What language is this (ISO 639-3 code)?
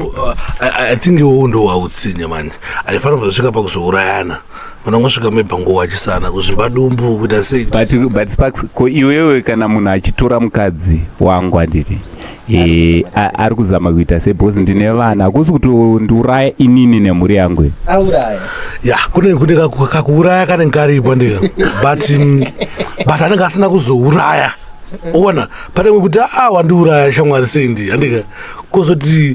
sna